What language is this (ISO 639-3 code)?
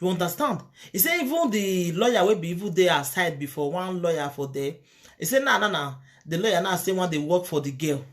pcm